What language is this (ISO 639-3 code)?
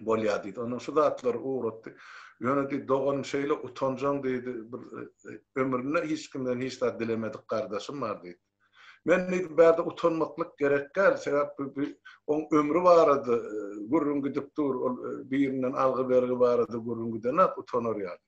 tuk